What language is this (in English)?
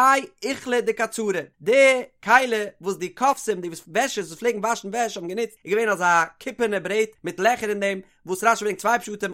Yiddish